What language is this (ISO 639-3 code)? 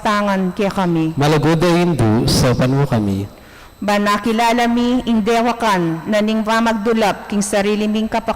pam